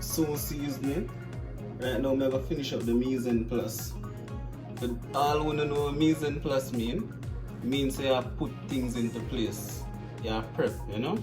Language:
Jamaican Creole English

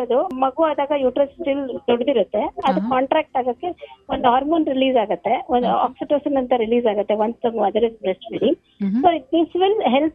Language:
Kannada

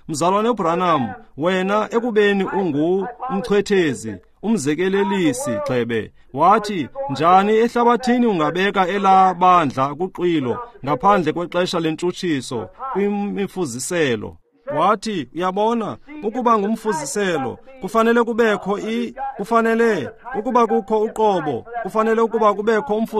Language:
Xhosa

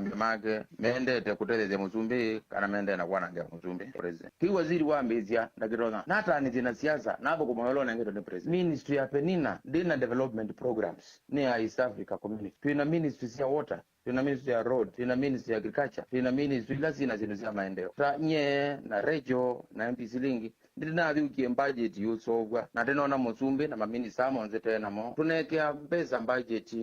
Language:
Kamba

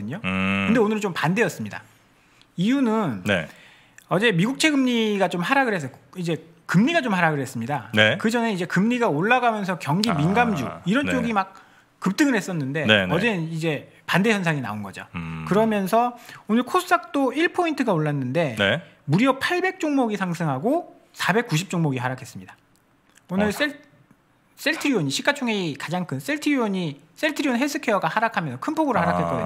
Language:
Korean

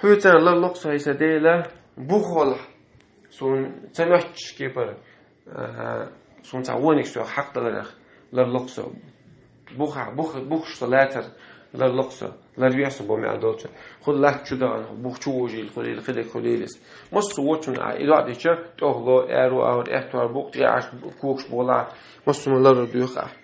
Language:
Chechen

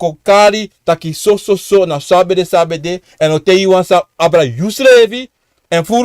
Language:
Sranan Tongo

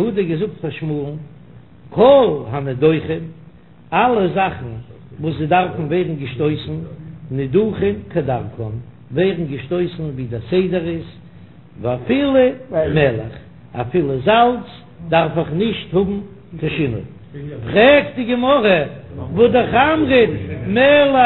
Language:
Yiddish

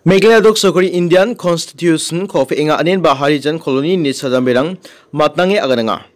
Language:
Garo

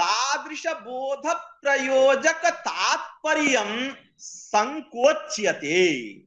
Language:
Sanskrit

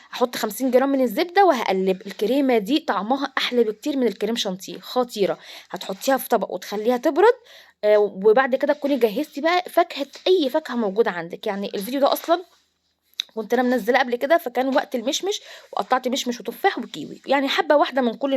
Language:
Egyptian Arabic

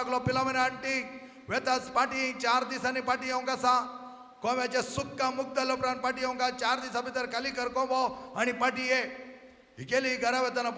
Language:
Konkani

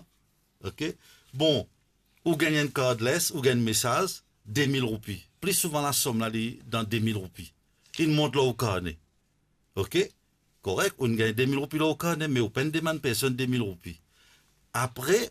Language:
Morisyen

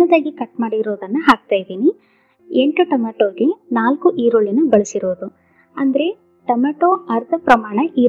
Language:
Kannada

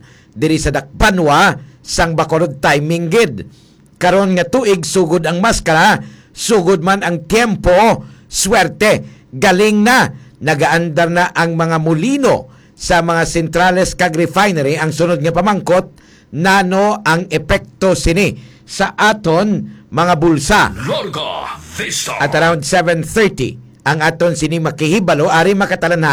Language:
Hiligaynon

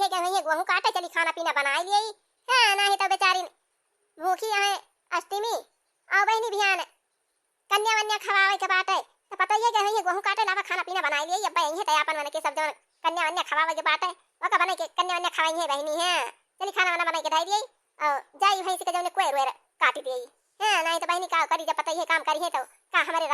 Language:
Awadhi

